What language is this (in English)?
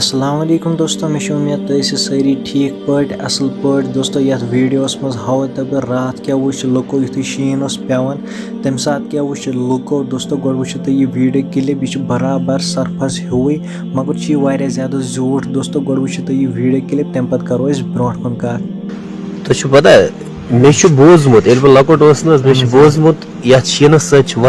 Kashmiri